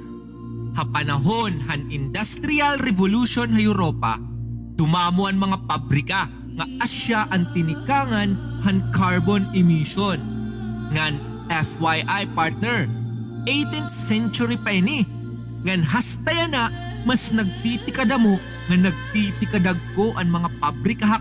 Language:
Waray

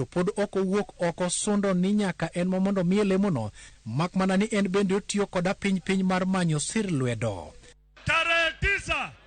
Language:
Luo (Kenya and Tanzania)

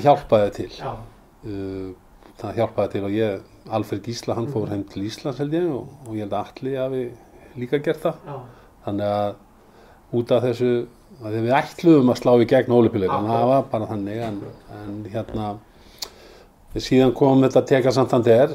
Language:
Icelandic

